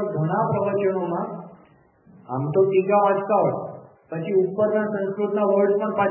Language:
Gujarati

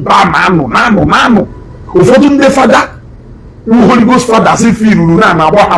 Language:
Igbo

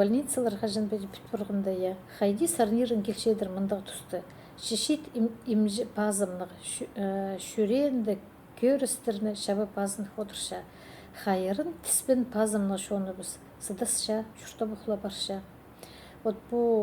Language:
Khakas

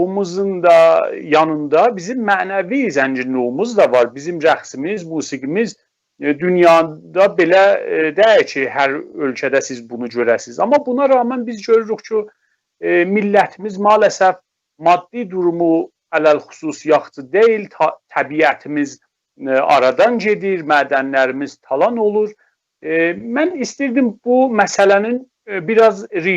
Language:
South Azerbaijani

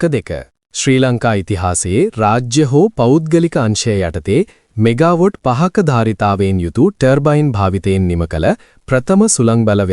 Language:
Sinhala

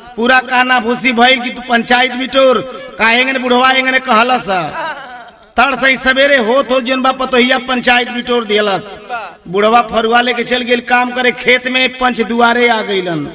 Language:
Bhojpuri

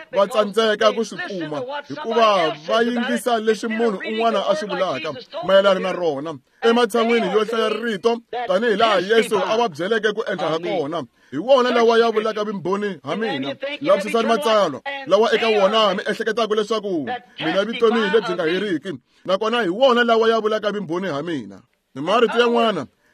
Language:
Tsonga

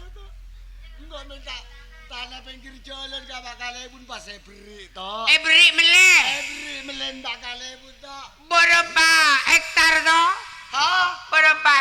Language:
Madurese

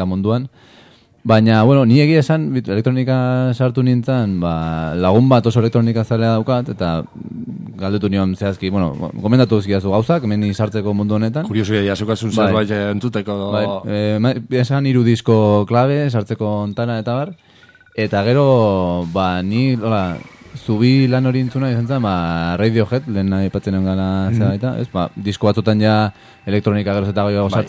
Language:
Basque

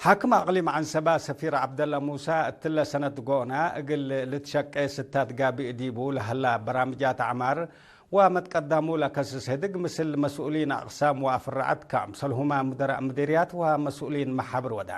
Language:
Tigre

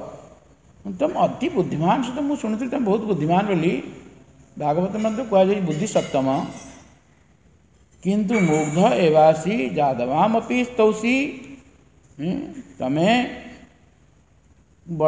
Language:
Odia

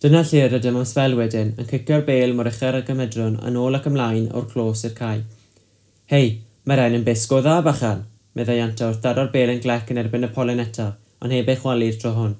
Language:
Welsh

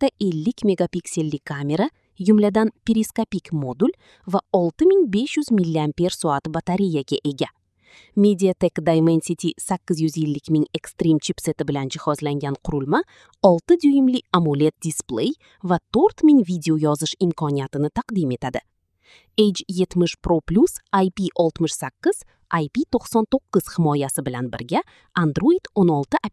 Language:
Uzbek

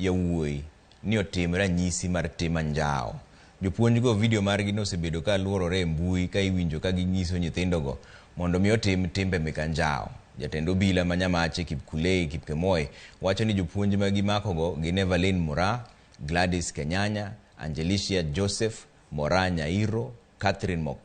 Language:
Luo (Kenya and Tanzania)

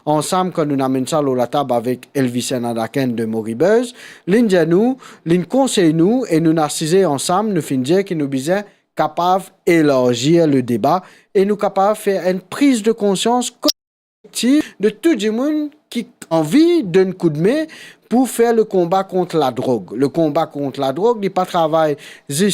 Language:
Morisyen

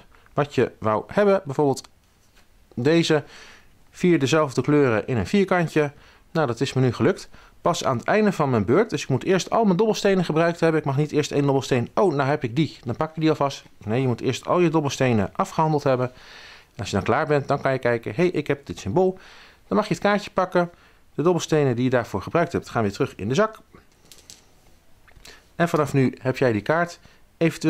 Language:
Dutch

